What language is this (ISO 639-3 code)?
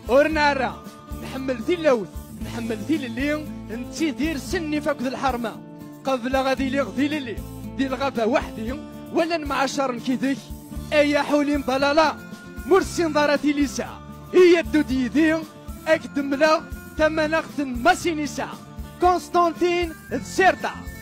kab